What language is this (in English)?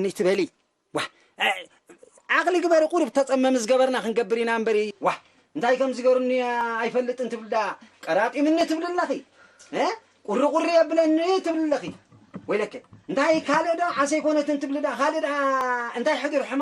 Tigrinya